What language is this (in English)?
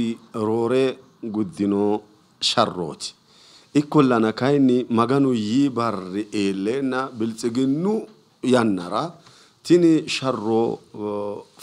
Sidamo